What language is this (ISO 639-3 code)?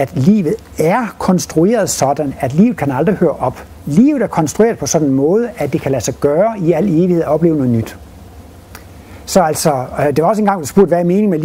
dan